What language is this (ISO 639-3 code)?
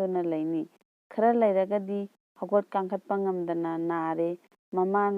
mni